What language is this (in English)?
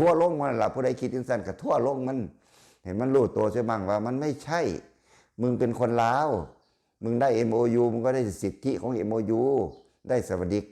Lao